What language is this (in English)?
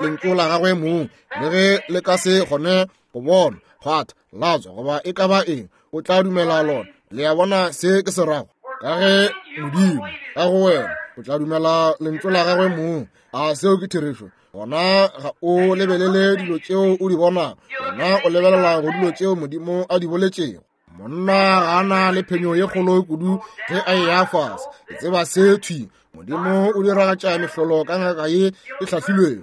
Northern Sotho